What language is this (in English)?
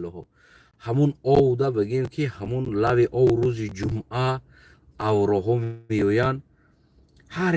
Tajik